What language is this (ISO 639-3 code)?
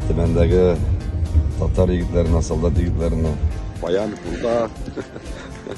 tat